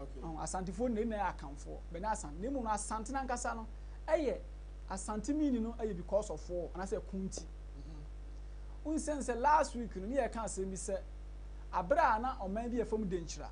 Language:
Akan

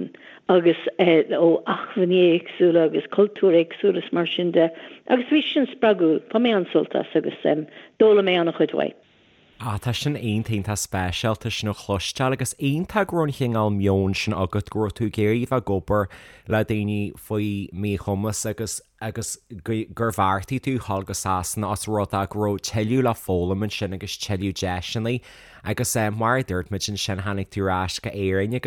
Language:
Irish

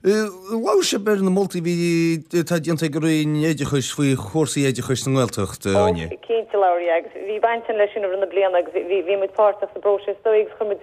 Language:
Irish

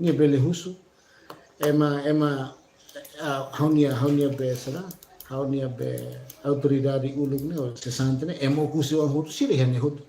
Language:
Tetum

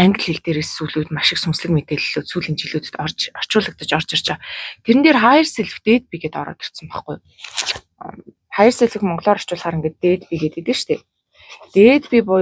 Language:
Mongolian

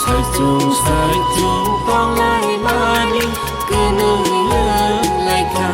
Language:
Kok Borok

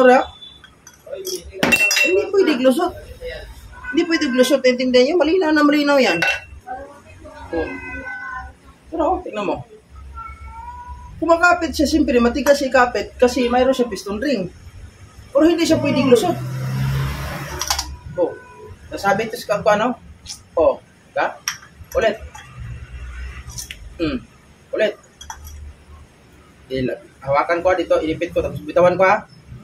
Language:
Filipino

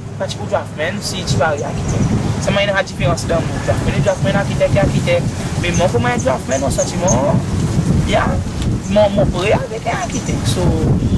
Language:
Seselwa Creole French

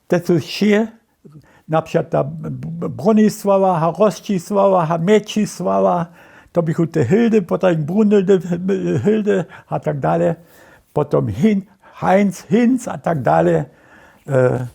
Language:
Upper Sorbian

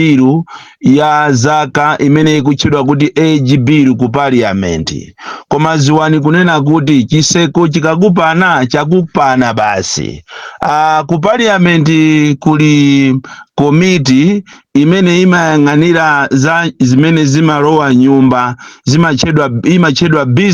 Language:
Nyanja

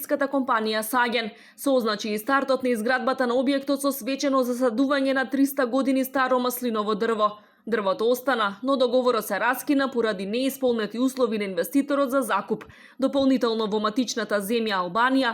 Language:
Macedonian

